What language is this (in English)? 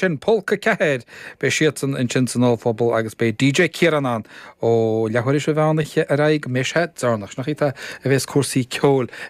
Irish